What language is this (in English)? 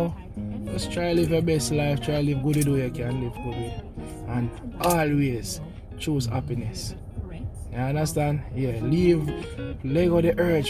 Jamaican Creole English